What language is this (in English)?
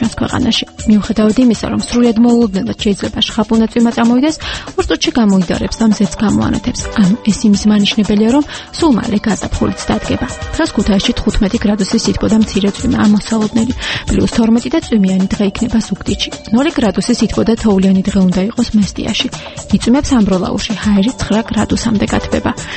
Georgian